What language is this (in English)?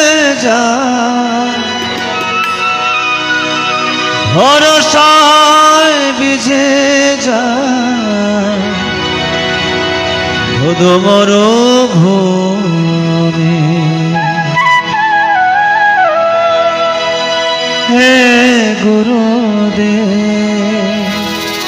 Bangla